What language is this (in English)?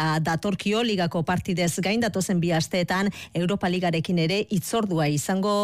Basque